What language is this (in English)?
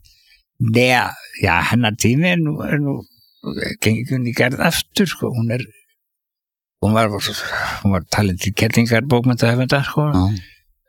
Icelandic